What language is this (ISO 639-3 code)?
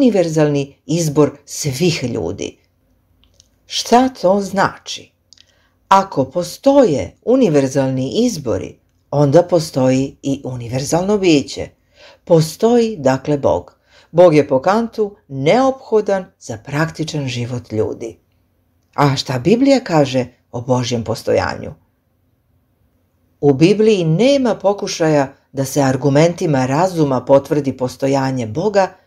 srp